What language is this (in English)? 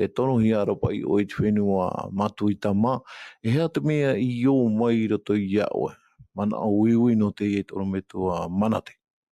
Tahitian